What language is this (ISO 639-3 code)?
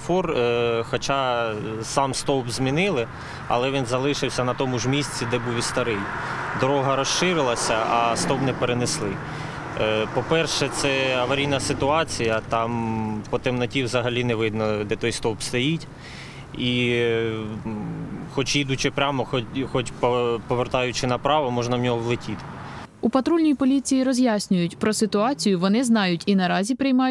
ukr